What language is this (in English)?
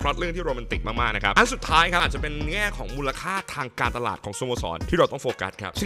Thai